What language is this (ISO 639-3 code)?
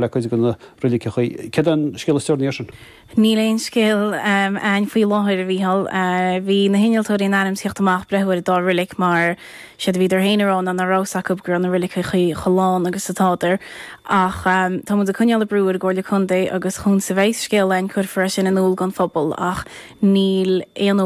gle